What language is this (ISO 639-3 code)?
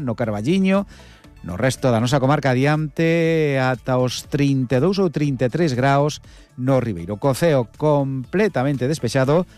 glg